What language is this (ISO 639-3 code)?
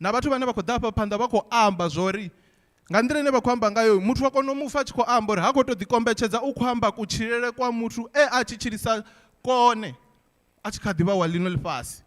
ven